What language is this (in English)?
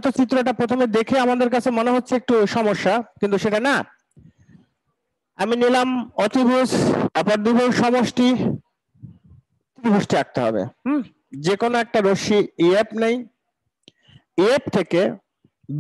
Bangla